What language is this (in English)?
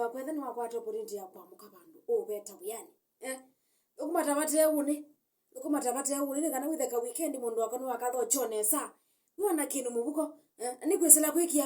Kamba